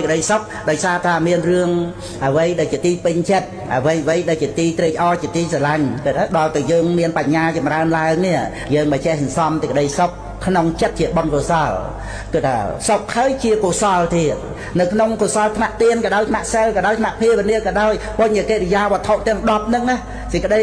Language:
Khmer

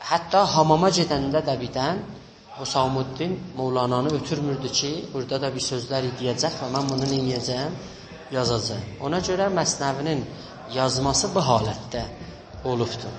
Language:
South Azerbaijani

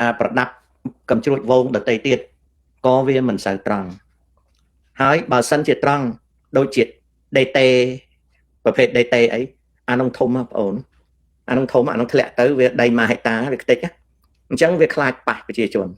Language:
Khmer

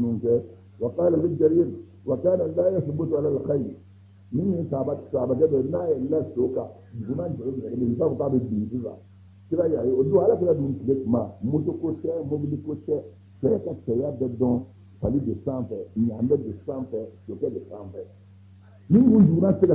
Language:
Bambara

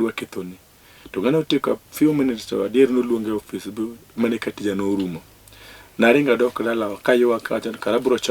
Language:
Luo (Kenya and Tanzania)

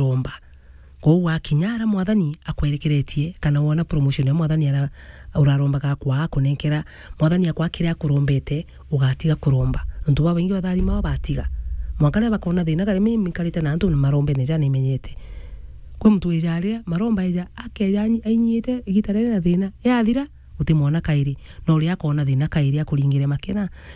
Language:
Meru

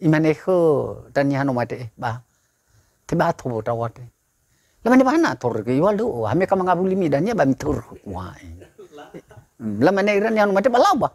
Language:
Nias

